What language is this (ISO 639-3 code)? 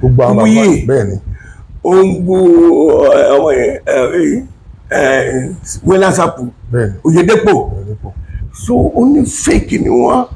yor